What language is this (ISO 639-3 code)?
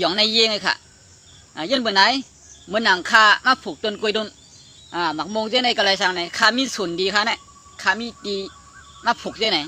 shn